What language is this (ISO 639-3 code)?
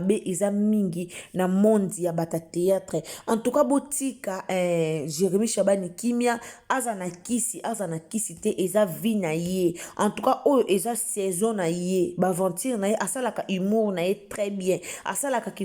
lin